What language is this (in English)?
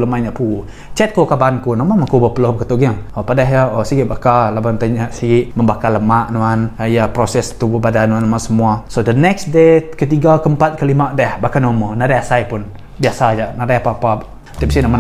Iban